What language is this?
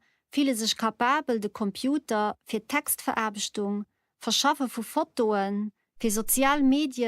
Luxembourgish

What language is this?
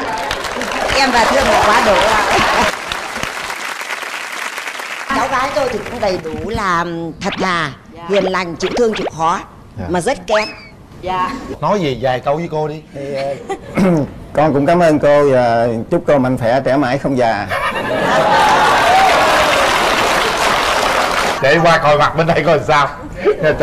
Vietnamese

